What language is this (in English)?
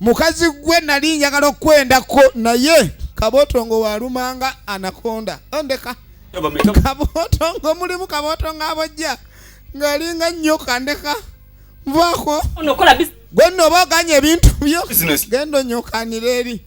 Ganda